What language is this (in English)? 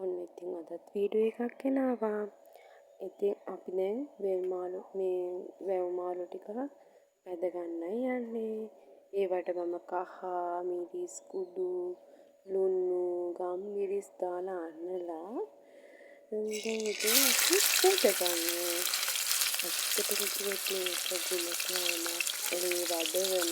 Sinhala